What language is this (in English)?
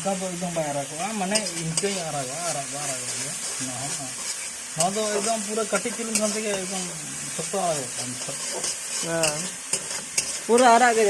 Santali